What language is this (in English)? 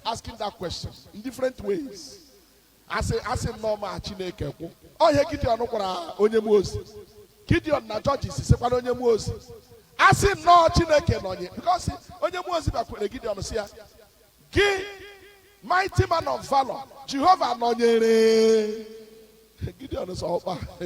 Igbo